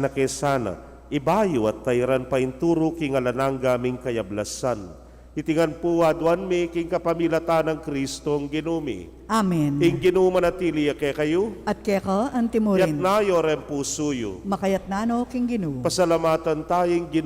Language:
Pampanga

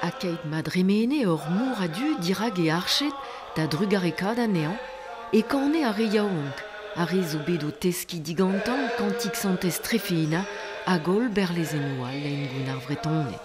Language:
Breton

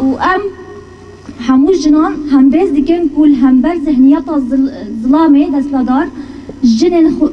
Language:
Kurdish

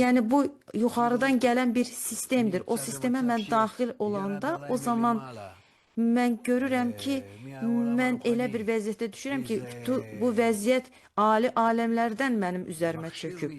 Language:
Azerbaijani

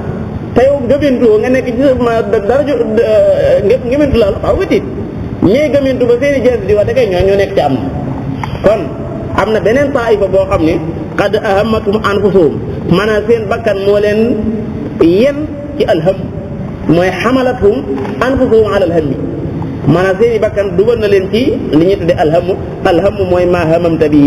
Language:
Wolof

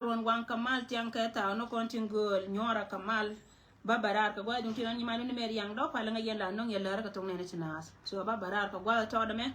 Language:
Nuer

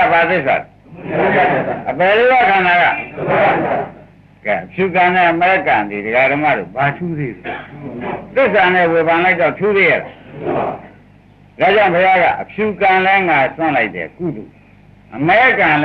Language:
Burmese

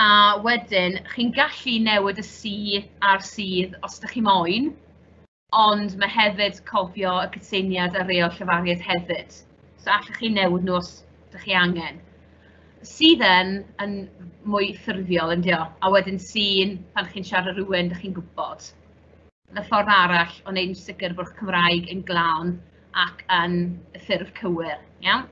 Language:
Welsh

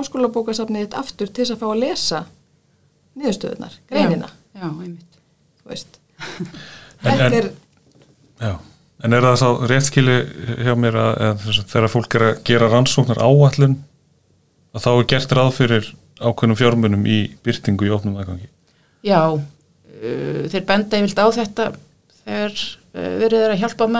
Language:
Icelandic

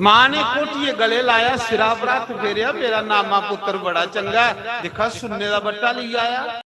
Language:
Dogri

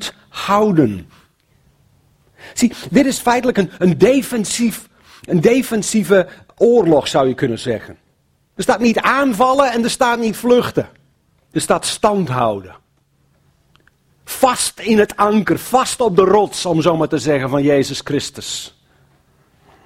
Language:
Dutch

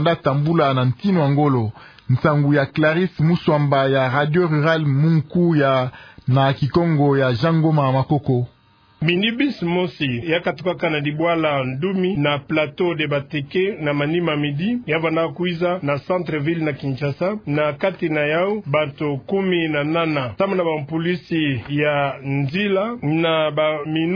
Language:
Kituba (Democratic Republic of Congo)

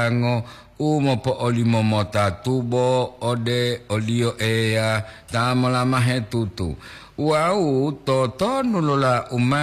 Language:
Gorontalo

